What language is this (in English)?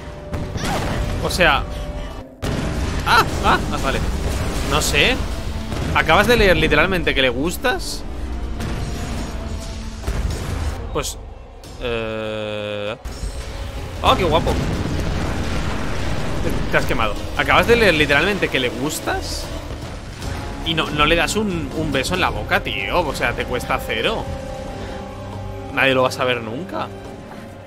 Spanish